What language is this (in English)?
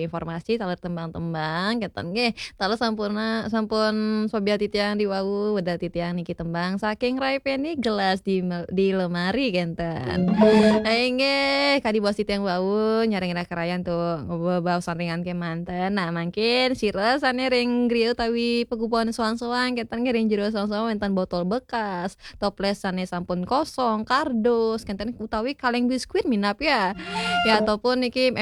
Balinese